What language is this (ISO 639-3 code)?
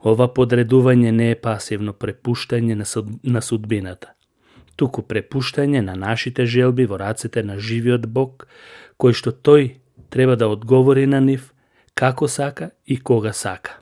mkd